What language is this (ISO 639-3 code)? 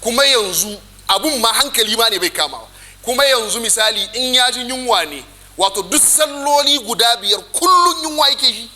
hau